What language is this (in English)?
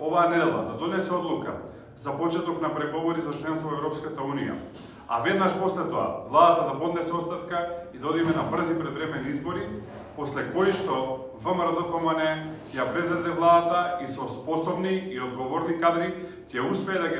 Macedonian